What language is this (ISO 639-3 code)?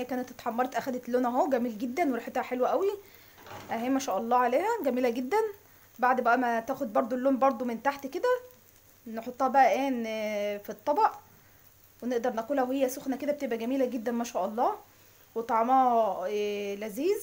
arz